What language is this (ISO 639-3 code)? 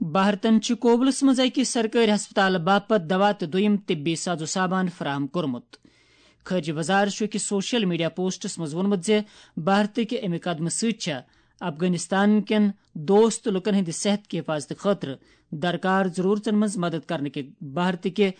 kas